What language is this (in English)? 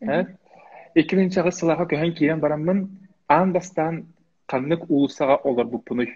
Yakut